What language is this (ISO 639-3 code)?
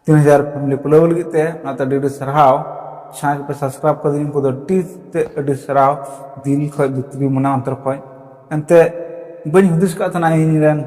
sat